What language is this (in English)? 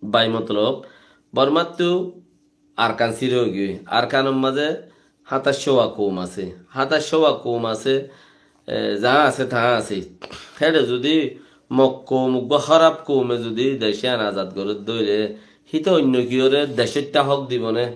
Rohingya